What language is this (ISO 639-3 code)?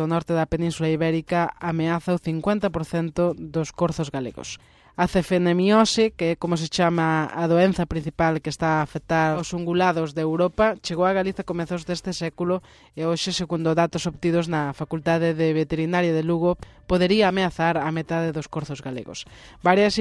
glg